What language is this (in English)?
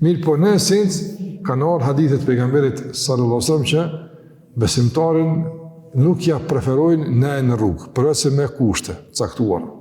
Albanian